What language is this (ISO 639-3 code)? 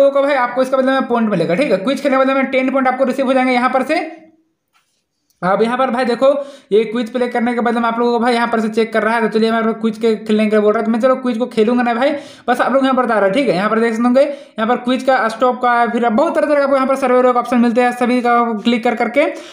hin